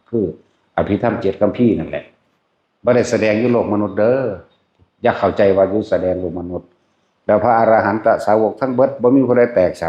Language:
Northeastern Thai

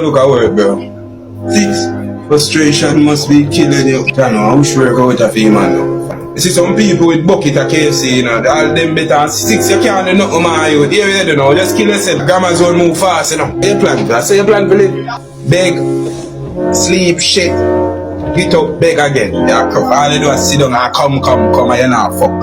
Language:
Jamaican Creole English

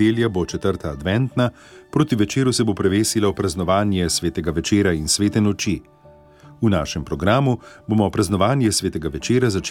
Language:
Slovenian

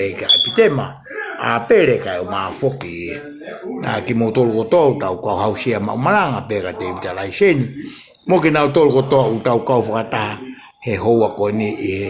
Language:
Tongan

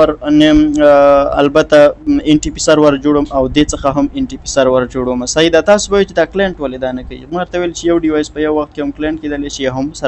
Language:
Pashto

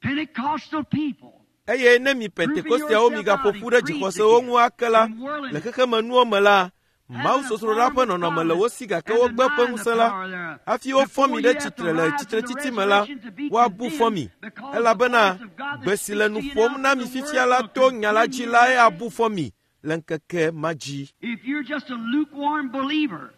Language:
Ewe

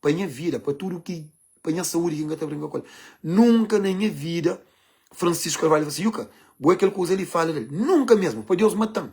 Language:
Kabuverdianu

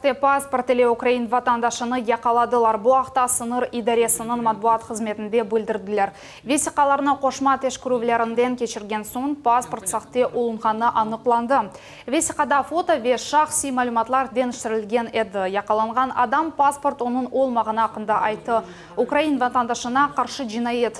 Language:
Crimean Tatar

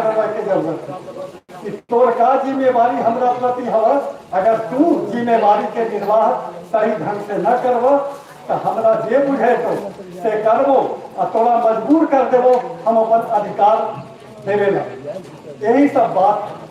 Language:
Magahi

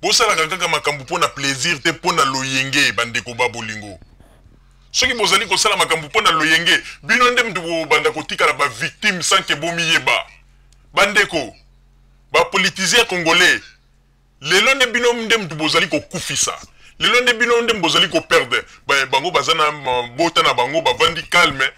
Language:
Lingala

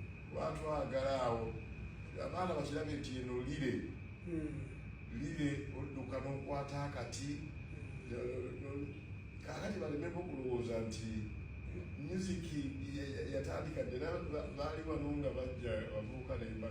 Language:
Ganda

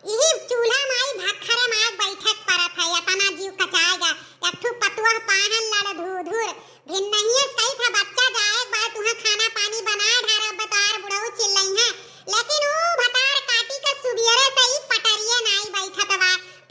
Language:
Awadhi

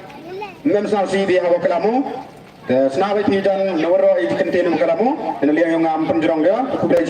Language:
Pnar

